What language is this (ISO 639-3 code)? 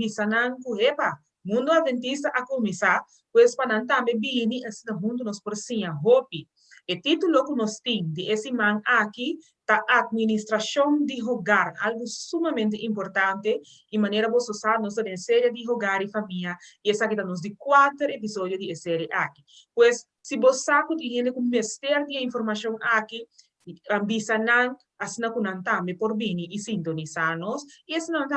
pap